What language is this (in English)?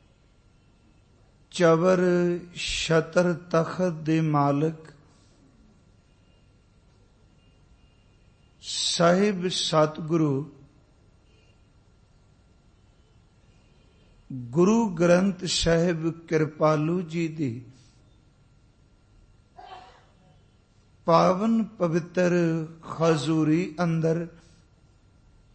Punjabi